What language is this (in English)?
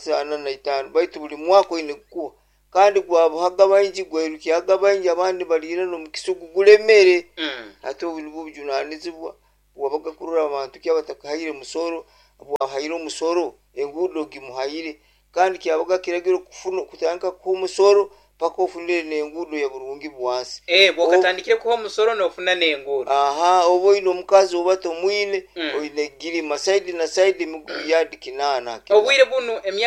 Nyoro